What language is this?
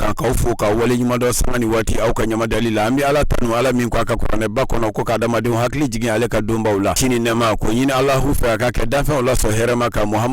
Bambara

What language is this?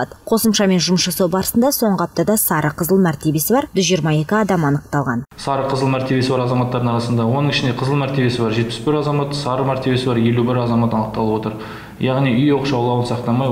Kazakh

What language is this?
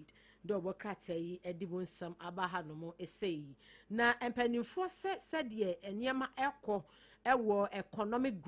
Akan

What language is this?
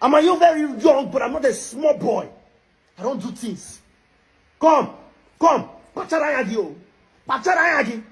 Nigerian Pidgin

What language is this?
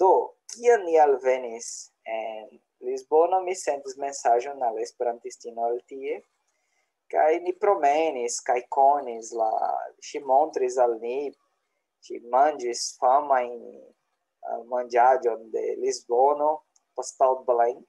Esperanto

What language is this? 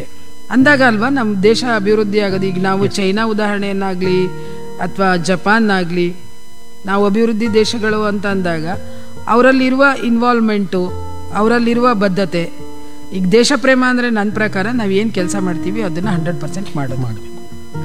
Kannada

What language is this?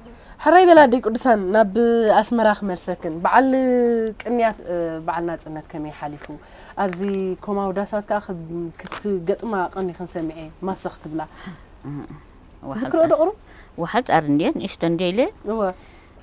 Tigrinya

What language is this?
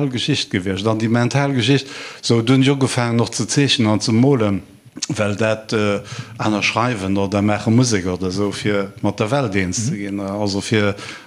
Luxembourgish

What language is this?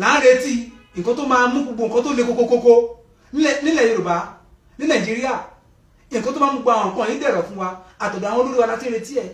Yoruba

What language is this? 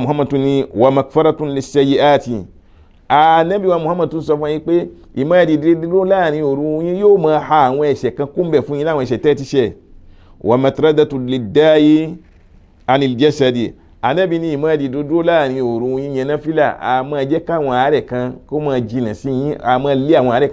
Yoruba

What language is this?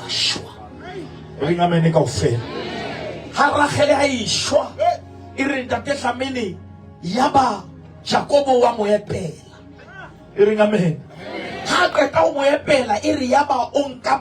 Southern Sotho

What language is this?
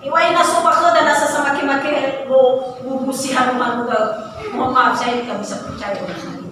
Nias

